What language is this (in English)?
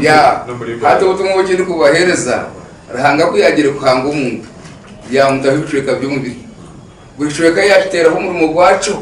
Nyankole